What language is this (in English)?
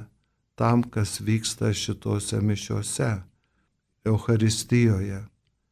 Lithuanian